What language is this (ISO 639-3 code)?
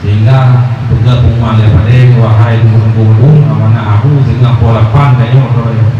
ace